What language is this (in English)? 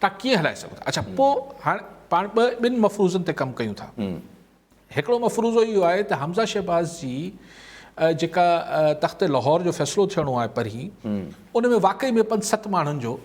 Sindhi